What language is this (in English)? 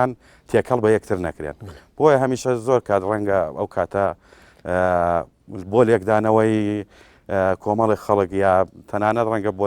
Central Kurdish